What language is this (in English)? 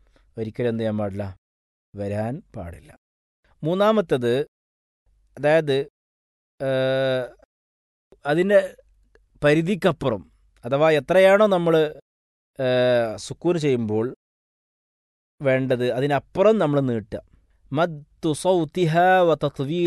Malayalam